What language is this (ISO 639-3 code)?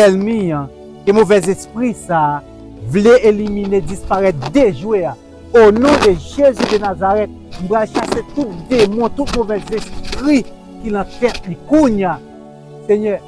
hat